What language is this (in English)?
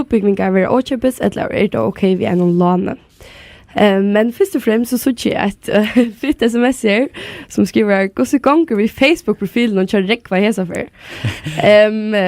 Faroese